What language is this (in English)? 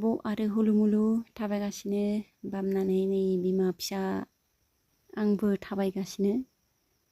Bodo